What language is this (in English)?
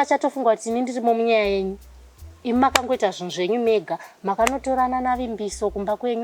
Shona